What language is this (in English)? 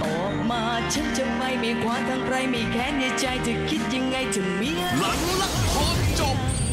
Thai